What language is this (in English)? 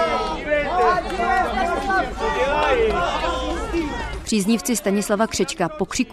Czech